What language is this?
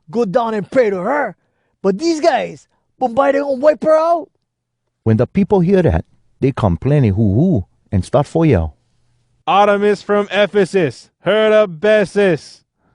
Hawai'i Creole English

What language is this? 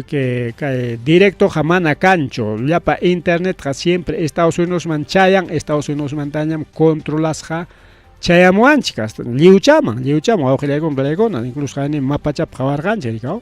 Ayacucho Quechua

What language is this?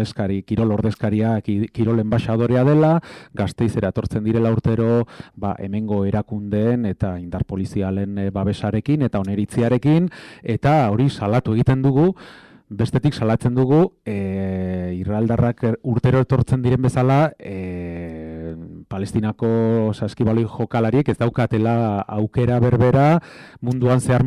Basque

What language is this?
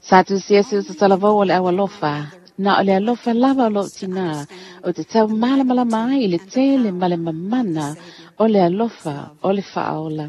Samoan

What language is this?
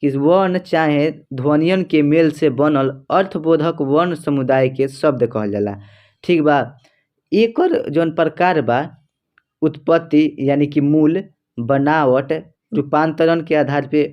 Bhojpuri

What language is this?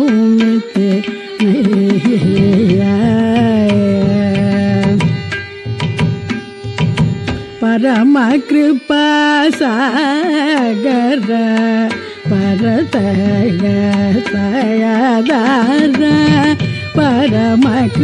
Tamil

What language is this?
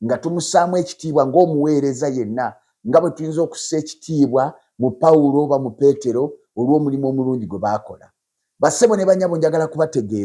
Ganda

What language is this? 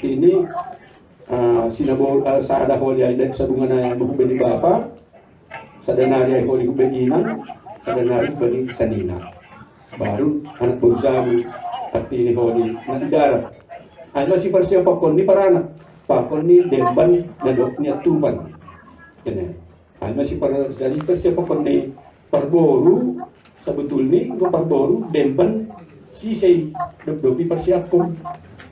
Batak Simalungun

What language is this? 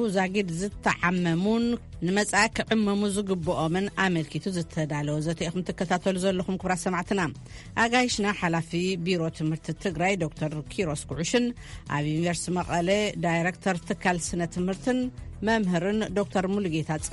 Tigrinya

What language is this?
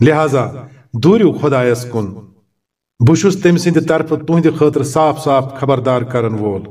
Kashmiri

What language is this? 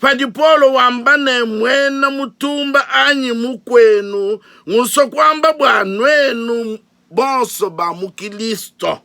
Luba-Lulua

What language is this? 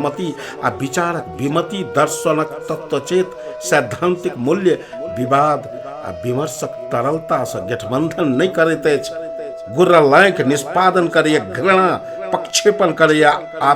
Maithili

